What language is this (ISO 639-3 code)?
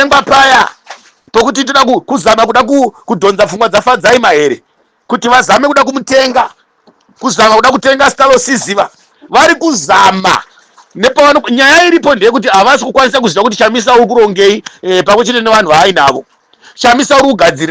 sna